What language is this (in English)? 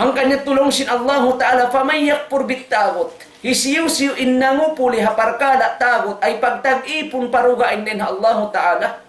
Tausug